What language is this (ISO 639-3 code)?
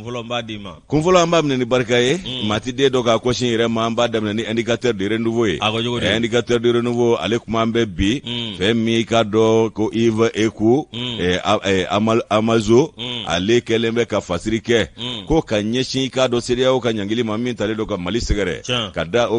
bam